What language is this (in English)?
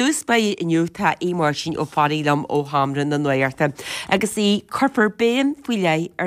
Irish